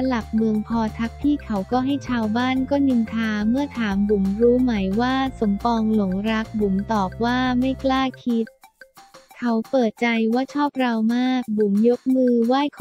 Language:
Thai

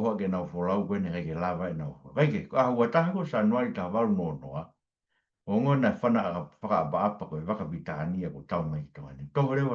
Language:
Tongan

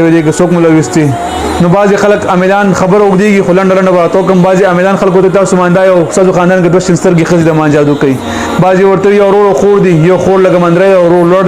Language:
Pashto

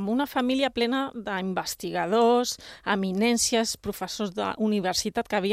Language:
Catalan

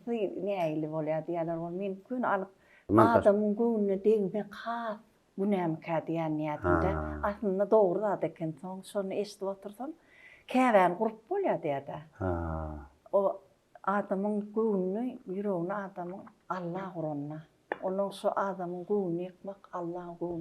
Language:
Turkmen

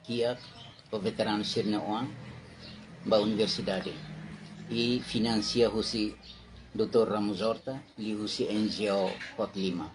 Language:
Tetum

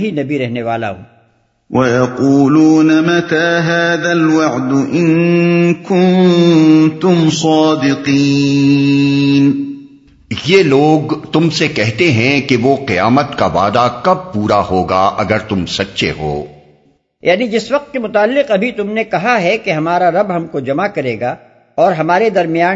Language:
Urdu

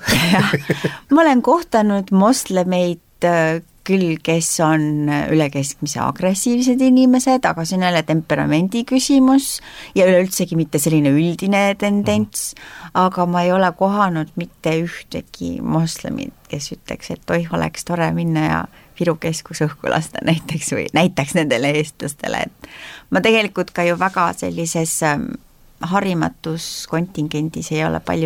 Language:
Estonian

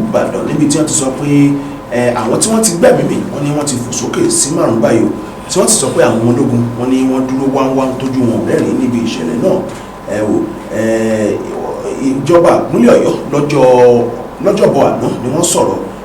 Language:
Yoruba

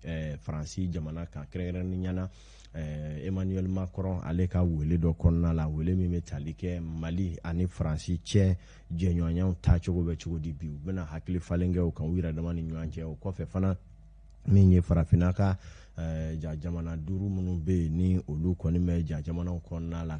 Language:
Bambara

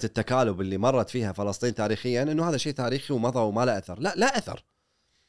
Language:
Gulf Arabic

